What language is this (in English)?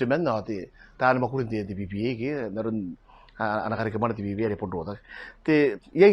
Gilbertese